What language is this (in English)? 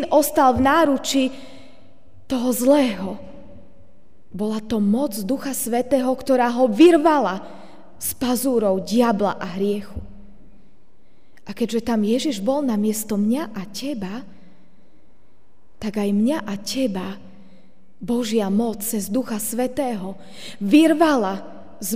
Slovak